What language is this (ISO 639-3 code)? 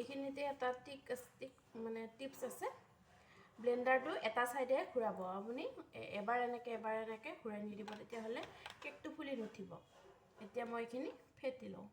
asm